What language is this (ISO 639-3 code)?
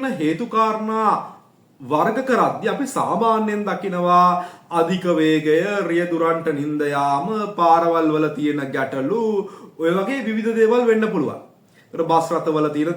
sin